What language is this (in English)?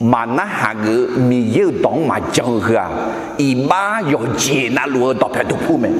Akha